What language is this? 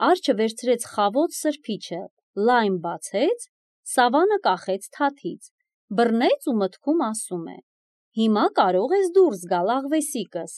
Armenian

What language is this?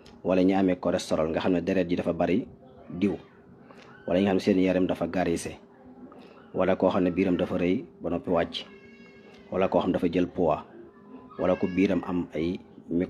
Wolof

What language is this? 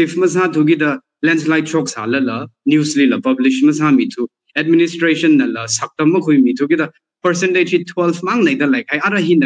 Tangkhul Naga (India)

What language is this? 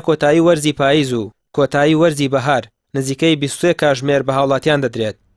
Central Kurdish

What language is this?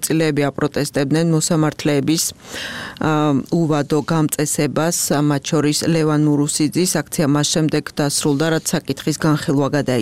Georgian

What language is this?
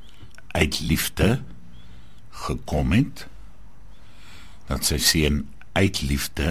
Afrikaans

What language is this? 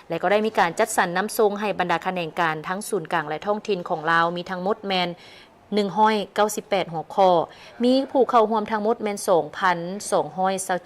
Lao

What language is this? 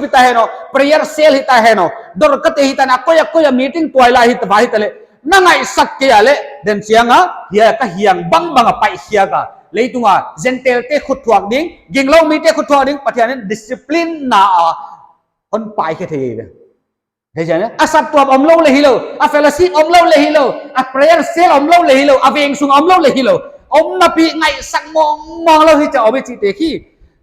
Paite Chin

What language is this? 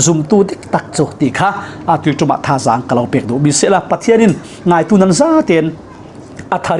Falam Chin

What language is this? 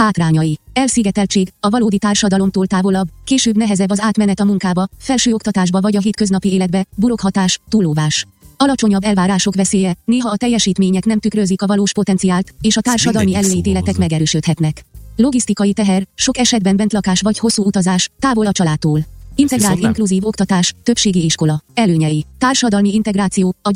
Hungarian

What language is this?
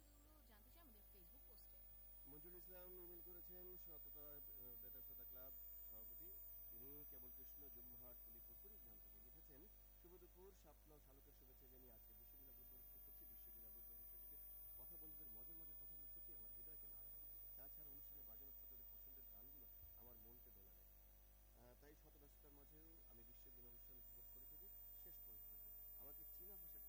Bangla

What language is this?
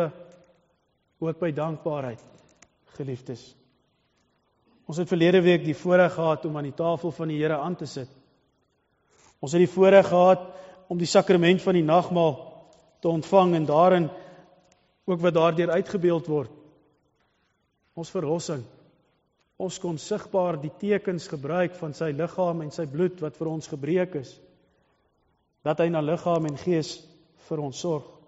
Afrikaans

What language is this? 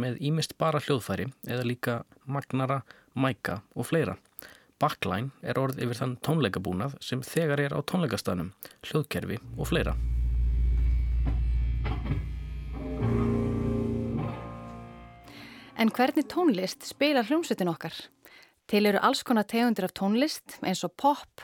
Icelandic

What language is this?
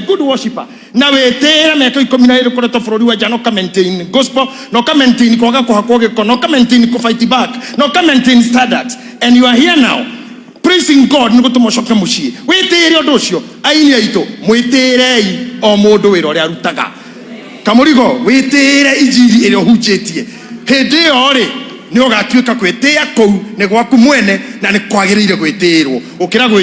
Kikuyu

